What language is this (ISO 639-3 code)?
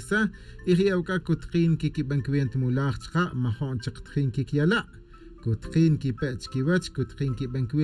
tzj